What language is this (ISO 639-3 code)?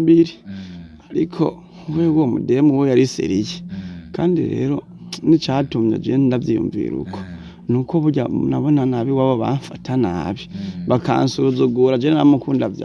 run